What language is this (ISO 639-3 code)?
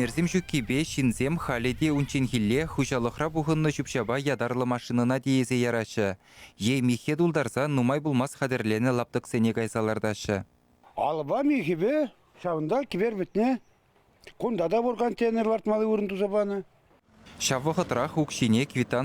chv